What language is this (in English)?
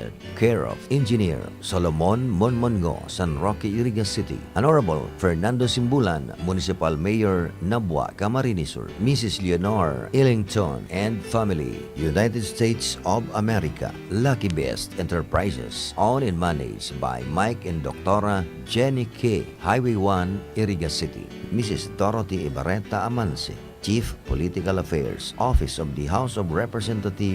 Bikol